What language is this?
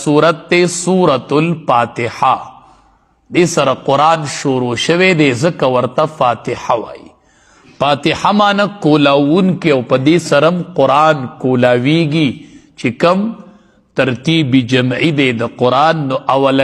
Pashto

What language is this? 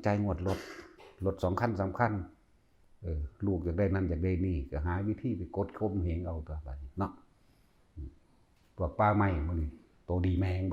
Northeastern Thai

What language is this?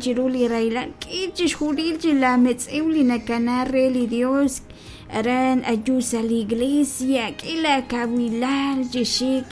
Kekchí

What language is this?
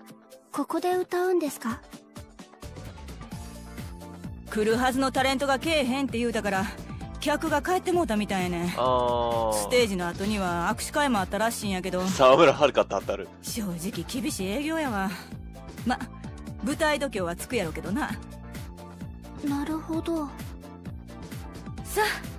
Japanese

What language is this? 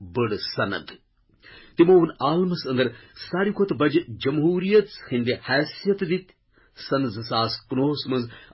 Kashmiri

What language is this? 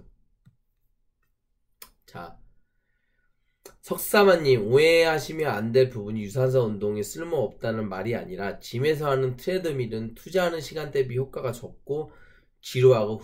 Korean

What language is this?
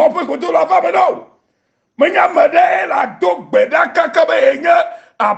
Ewe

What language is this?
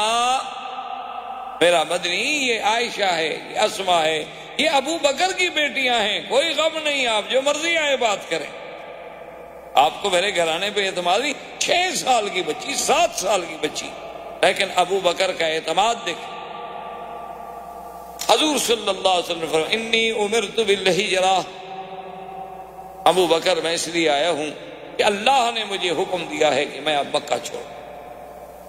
Urdu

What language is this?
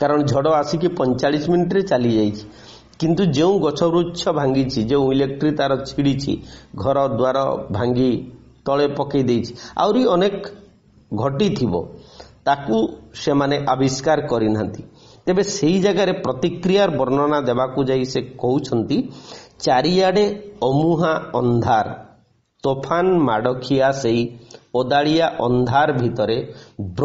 Odia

